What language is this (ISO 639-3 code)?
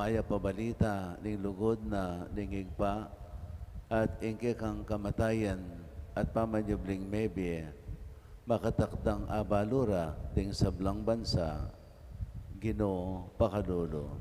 pam